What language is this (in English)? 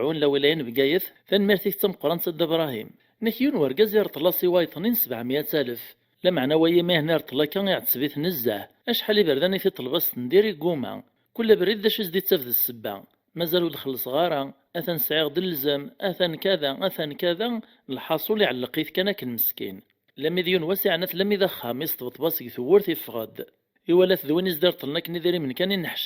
Kabyle